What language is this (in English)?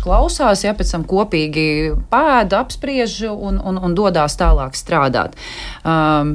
Latvian